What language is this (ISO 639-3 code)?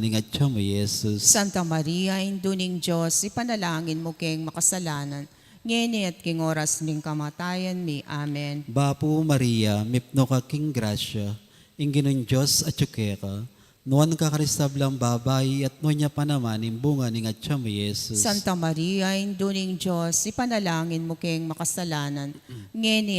pam